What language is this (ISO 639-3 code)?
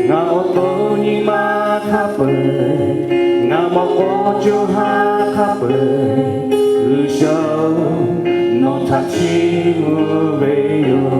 lhu